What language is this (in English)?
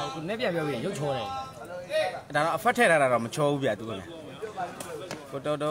Burmese